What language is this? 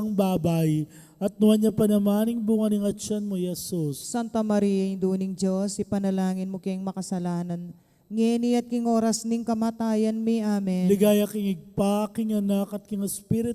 Pampanga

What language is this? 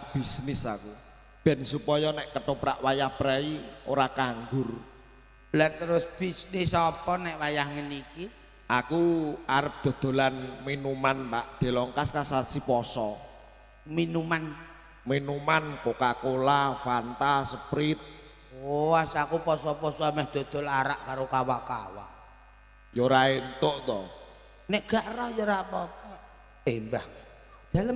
Javanese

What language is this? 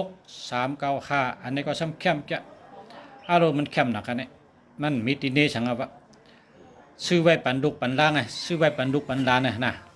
Shan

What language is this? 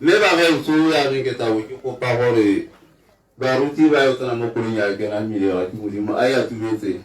Tswana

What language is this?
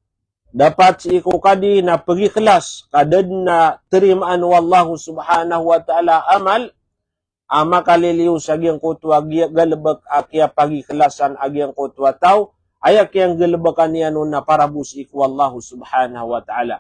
Maranao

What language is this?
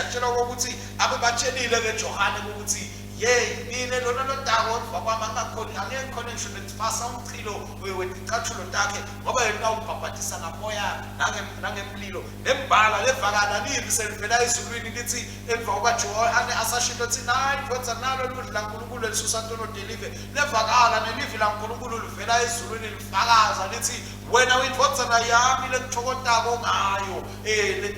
Swati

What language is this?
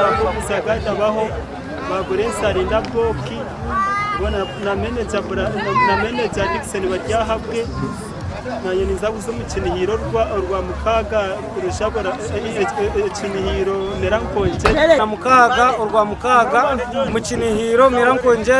Nyankole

